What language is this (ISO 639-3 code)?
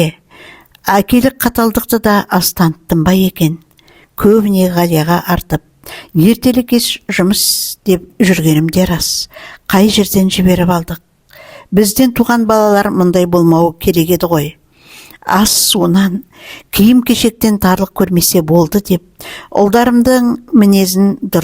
kaz